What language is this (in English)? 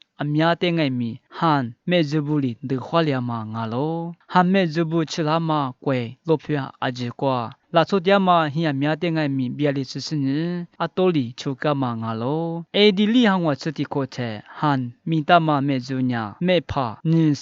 Lisu